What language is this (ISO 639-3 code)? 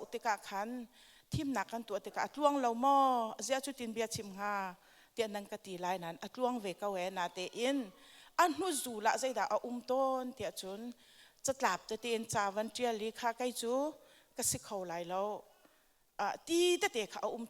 cnh